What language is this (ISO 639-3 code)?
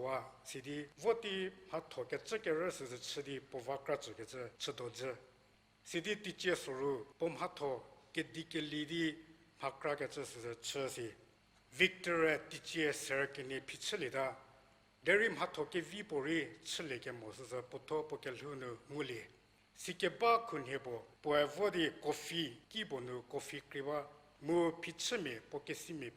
njm